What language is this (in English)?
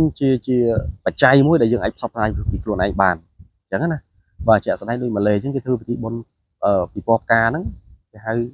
Khmer